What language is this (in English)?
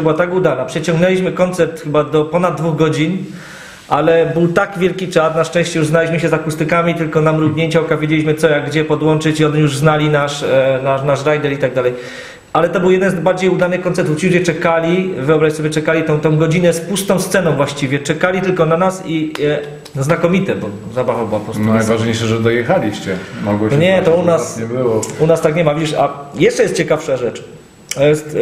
Polish